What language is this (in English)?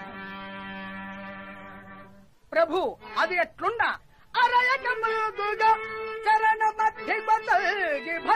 Telugu